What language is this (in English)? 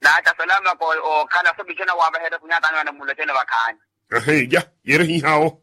Makhuwa